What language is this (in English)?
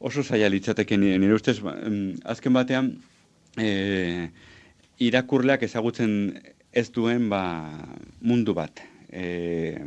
Basque